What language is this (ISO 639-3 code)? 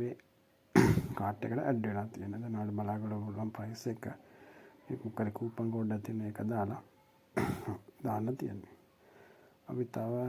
sin